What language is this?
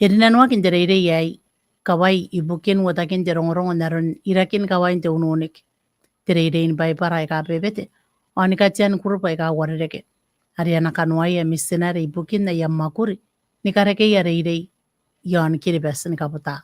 Gilbertese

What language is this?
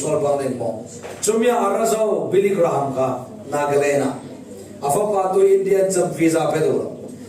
Falam Chin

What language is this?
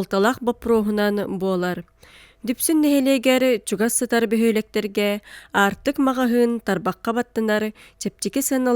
Yakut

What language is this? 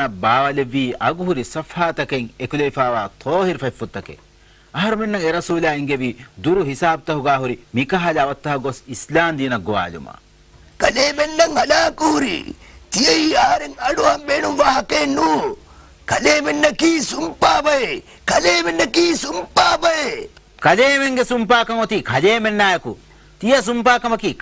Divehi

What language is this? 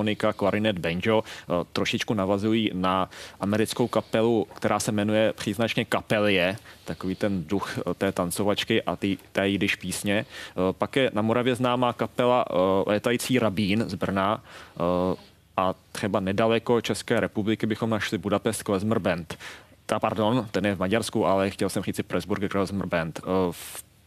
Czech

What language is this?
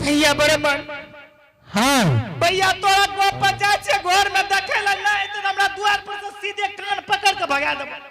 Angika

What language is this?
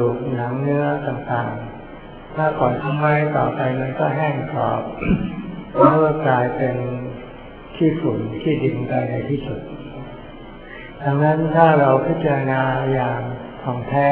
Thai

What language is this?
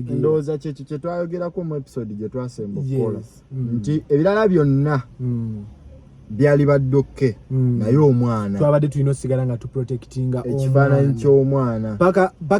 Ganda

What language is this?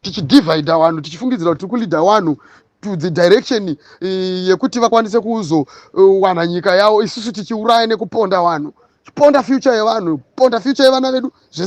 Shona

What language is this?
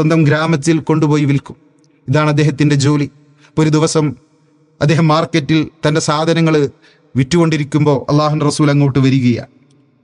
Malayalam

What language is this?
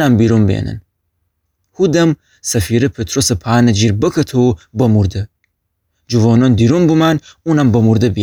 Gilaki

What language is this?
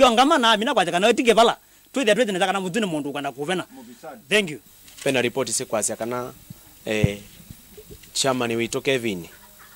Kamba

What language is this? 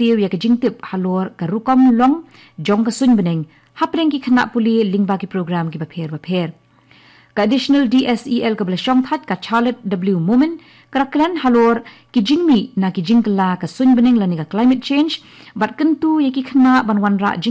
Khasi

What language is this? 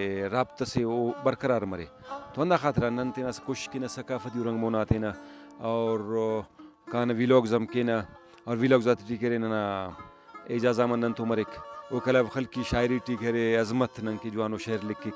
Brahui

